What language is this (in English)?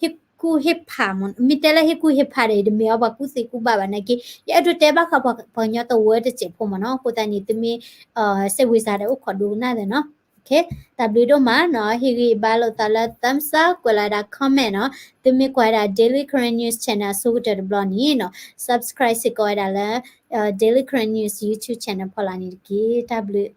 S'gaw Karen